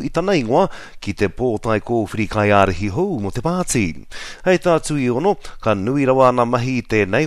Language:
Māori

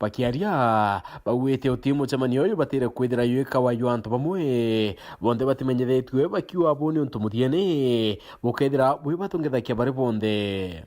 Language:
Meru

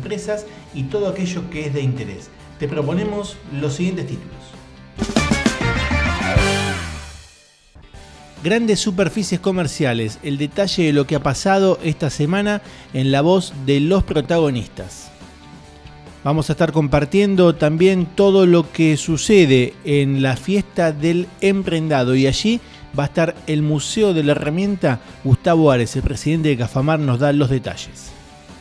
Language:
Spanish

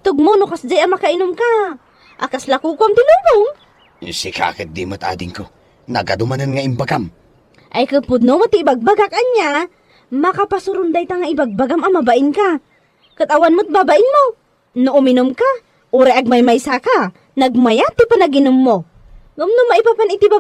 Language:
Iloko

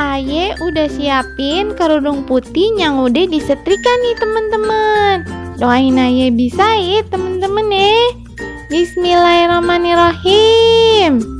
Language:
Betawi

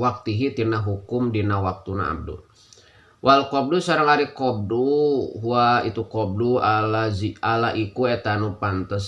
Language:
Sundanese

